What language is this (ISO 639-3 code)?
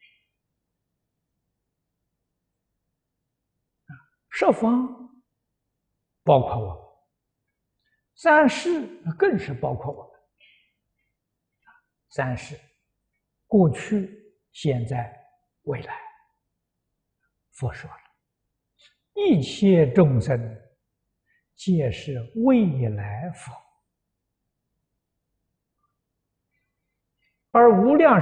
zho